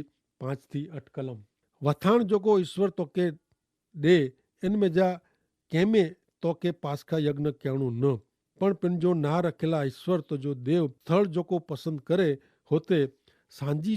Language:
Kachhi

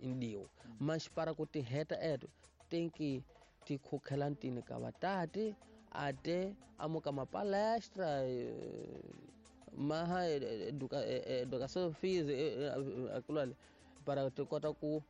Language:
Tsonga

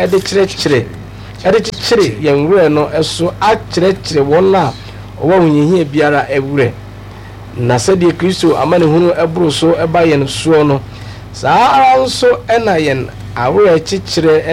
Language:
Akan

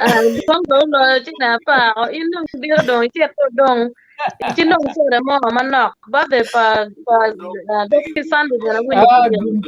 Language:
Acoli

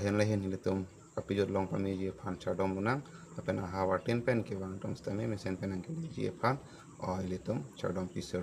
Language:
Karbi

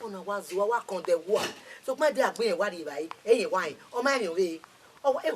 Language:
Bini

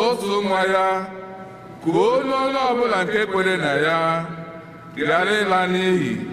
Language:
Igbo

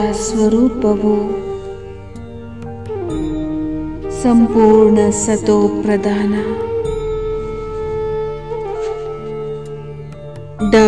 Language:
Kannada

